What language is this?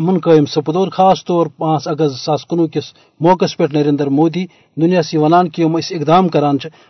Kashmiri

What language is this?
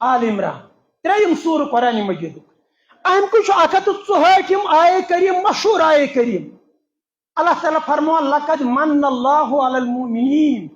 Kashmiri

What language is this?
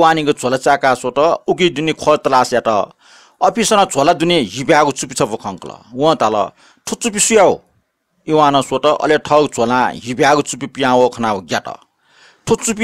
Newari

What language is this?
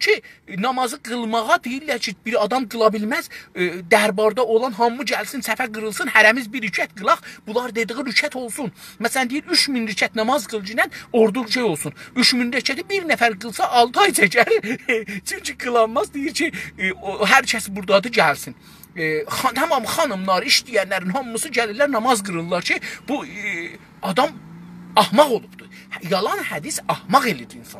South Azerbaijani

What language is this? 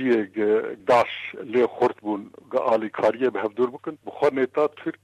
Kurdish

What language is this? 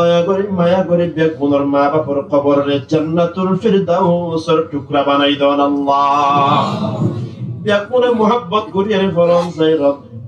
Rohingya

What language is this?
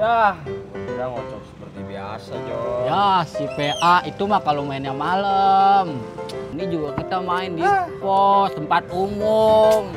Betawi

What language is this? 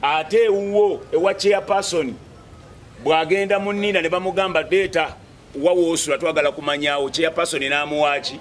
Ganda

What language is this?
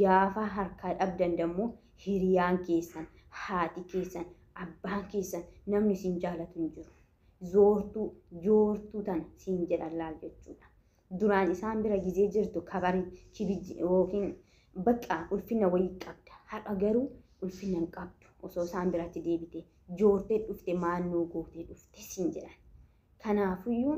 Oromo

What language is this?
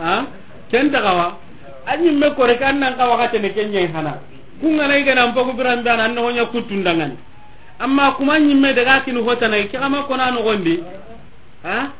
Soninke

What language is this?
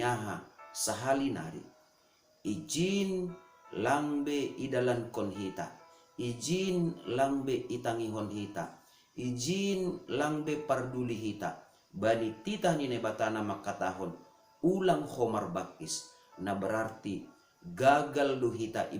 Batak Simalungun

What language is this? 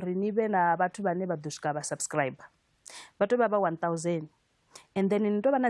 Venda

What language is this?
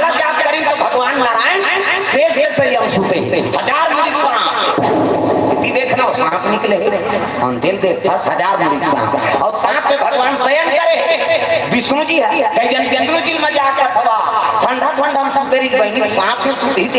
Chhattisgarhi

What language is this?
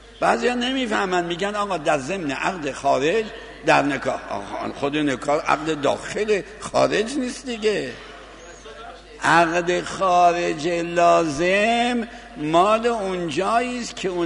Persian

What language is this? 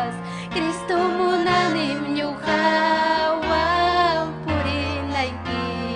Ayacucho Quechua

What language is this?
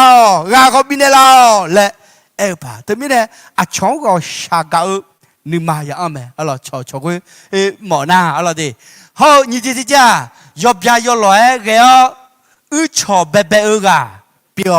Akha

